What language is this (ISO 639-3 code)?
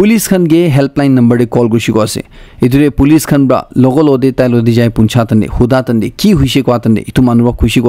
nag